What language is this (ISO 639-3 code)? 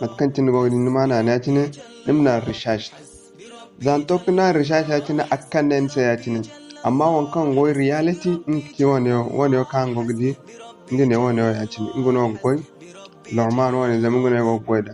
dje